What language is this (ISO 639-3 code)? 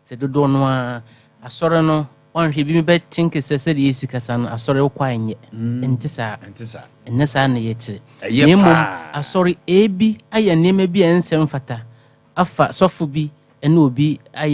aka